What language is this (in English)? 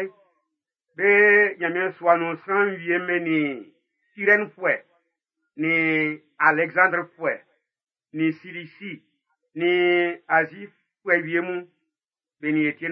Baoulé